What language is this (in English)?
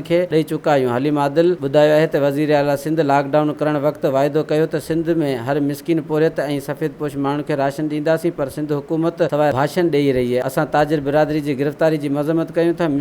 Sindhi